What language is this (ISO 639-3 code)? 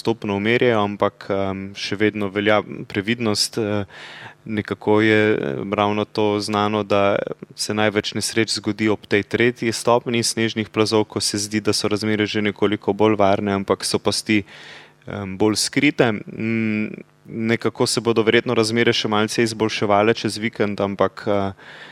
slv